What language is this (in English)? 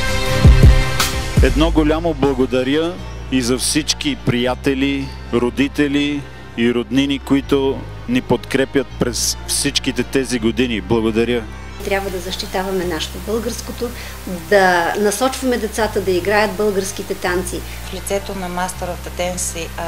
Bulgarian